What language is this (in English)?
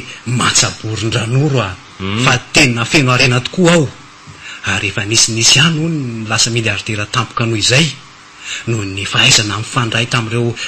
Malagasy